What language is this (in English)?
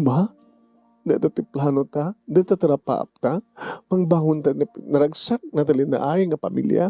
Iloko